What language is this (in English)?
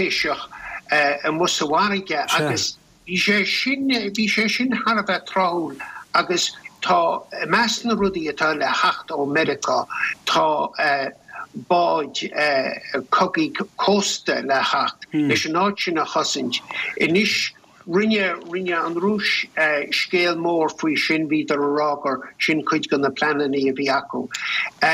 Irish